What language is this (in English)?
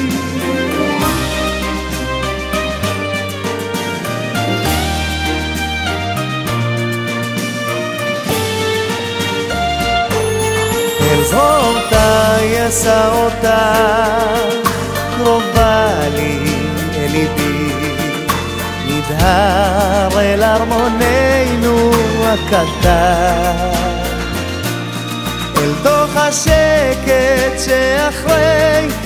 Hebrew